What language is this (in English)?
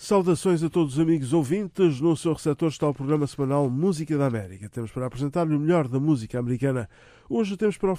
Portuguese